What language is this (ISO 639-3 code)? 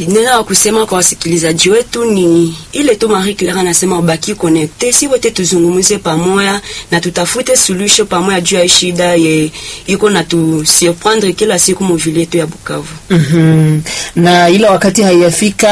swa